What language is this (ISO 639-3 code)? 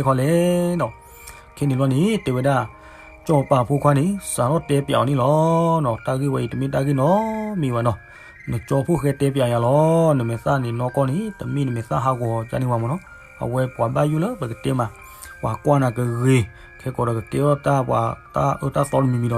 ksw